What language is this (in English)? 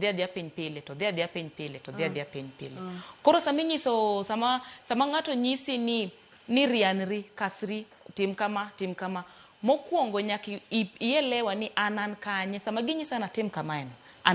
Luo (Kenya and Tanzania)